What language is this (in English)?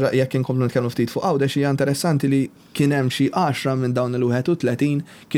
Maltese